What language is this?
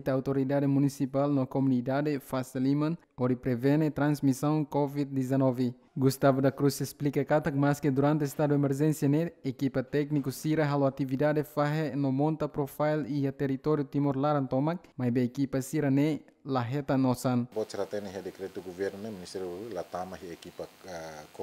Tetum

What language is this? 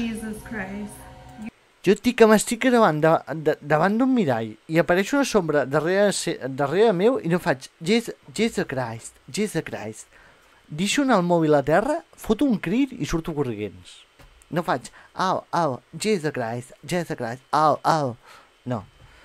Catalan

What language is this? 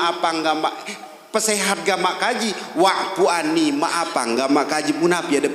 Sasak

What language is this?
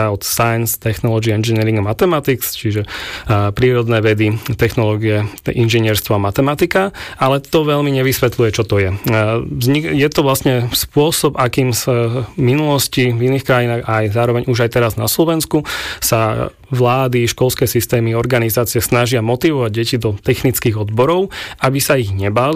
Slovak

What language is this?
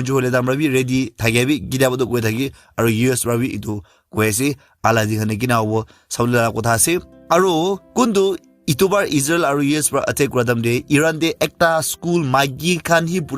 Naga Pidgin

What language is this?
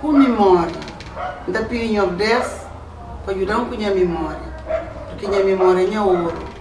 Kabuverdianu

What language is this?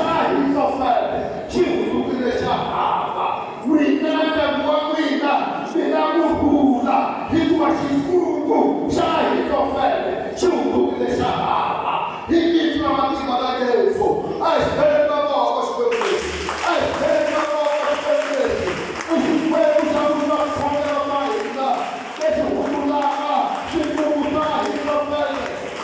Tsonga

